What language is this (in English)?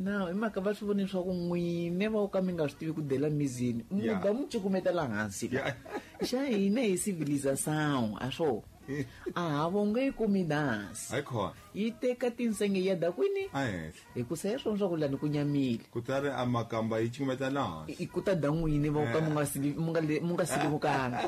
Tsonga